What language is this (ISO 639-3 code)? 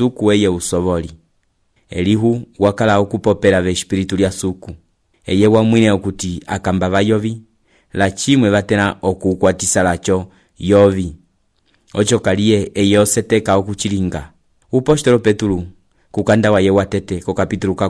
umb